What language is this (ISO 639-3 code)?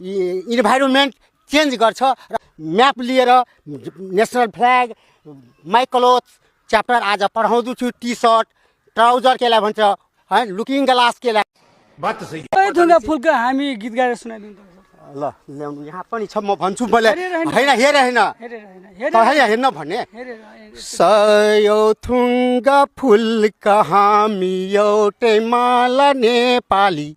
nep